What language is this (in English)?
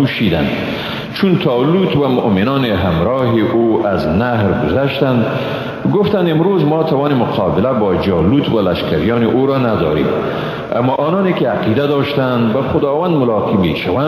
Persian